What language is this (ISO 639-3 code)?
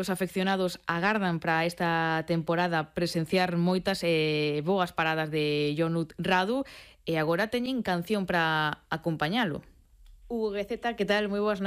glg